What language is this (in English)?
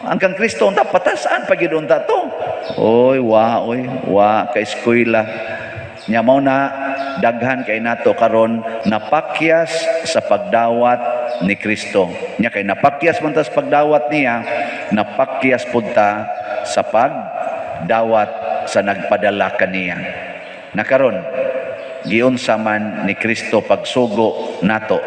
Cebuano